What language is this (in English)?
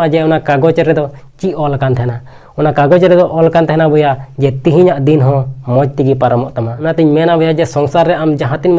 Santali